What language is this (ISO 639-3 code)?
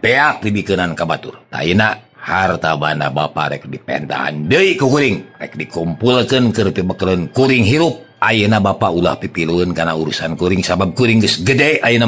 sun